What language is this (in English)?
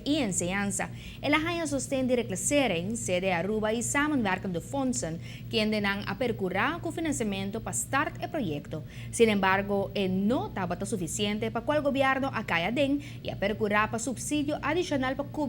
Papiamento